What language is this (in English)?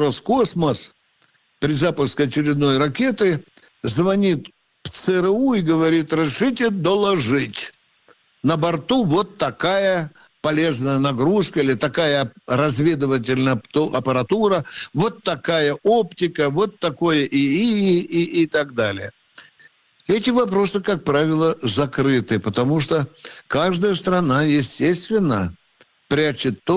Russian